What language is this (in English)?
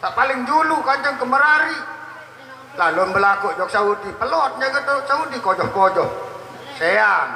Sasak